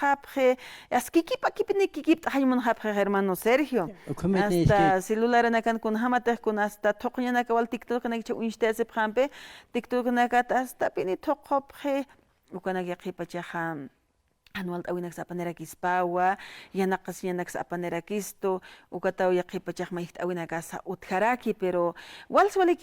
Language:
Aymara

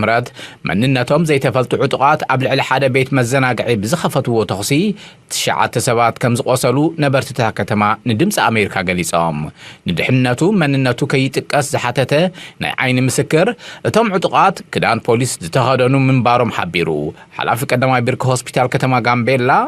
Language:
Tigrinya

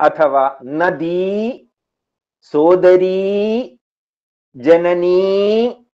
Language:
Sanskrit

